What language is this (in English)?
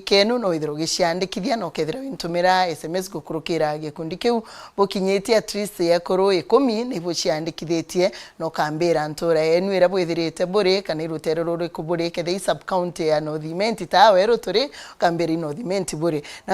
Meru